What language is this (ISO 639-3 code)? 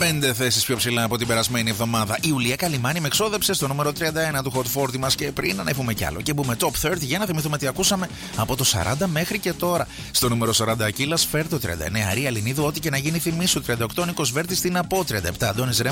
ell